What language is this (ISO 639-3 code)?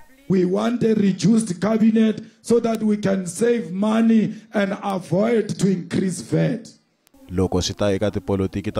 tso